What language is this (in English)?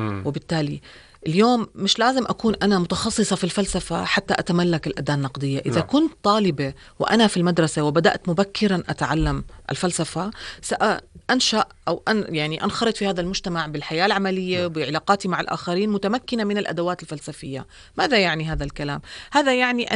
North Levantine Arabic